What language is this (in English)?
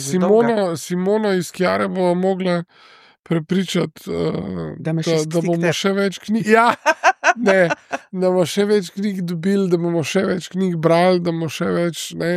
Slovenian